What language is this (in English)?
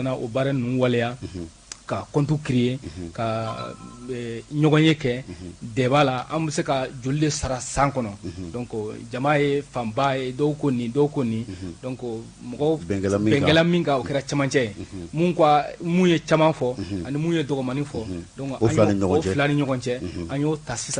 Bambara